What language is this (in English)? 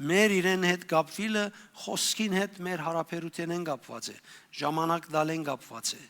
Western Armenian